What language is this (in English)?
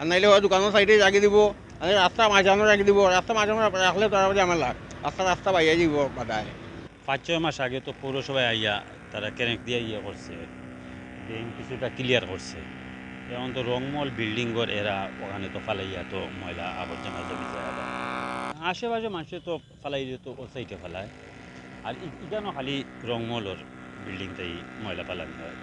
Sylheti